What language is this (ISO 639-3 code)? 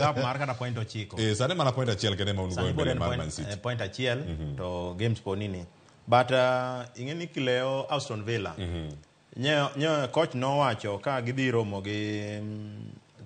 luo